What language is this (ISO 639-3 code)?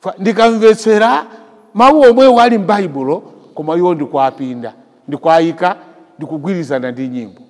nya